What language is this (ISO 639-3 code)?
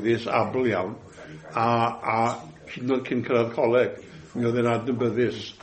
cym